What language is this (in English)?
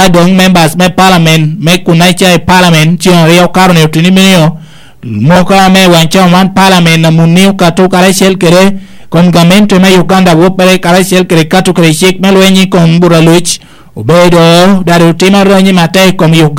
Lango (Uganda)